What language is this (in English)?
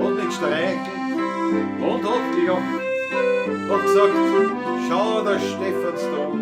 Bavarian